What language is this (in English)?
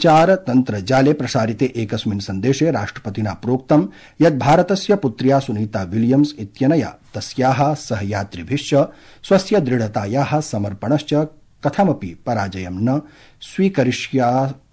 Sanskrit